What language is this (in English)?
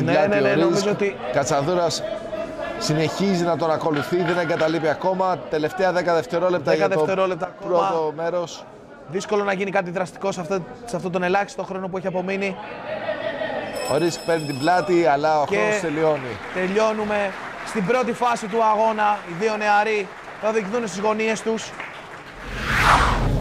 Greek